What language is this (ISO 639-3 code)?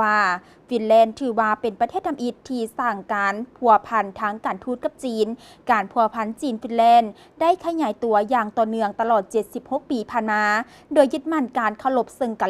lao